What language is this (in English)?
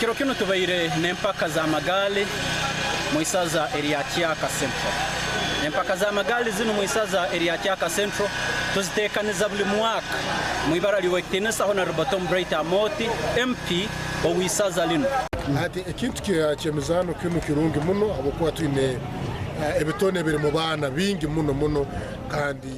Nyankole